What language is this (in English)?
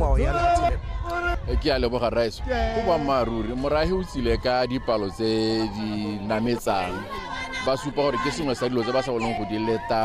Tswana